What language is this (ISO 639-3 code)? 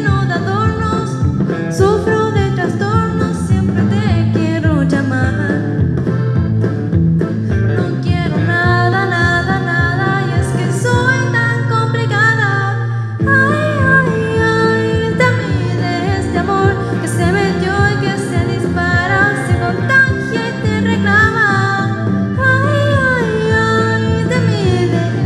spa